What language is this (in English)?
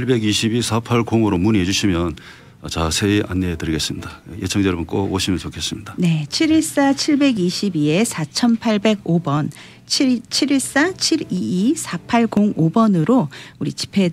Korean